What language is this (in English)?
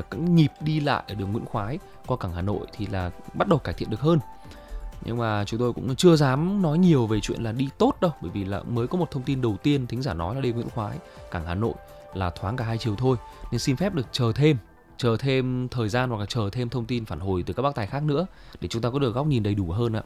Vietnamese